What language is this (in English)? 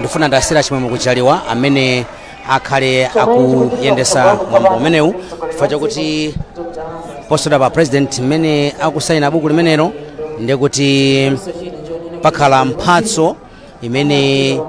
Nyanja